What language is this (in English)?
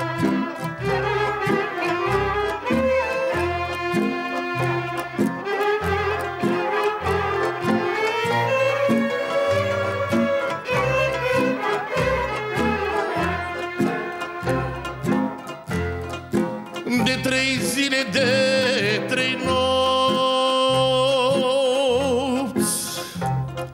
Romanian